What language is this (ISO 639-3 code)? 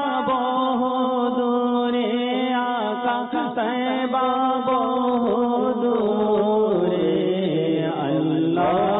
ben